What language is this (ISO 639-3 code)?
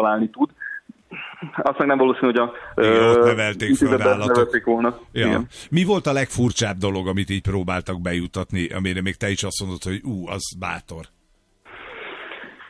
hun